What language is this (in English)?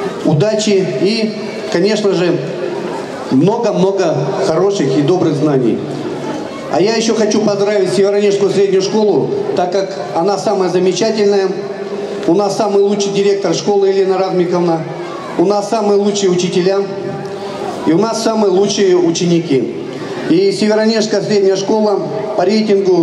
Russian